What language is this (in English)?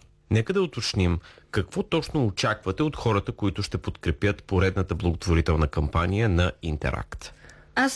Bulgarian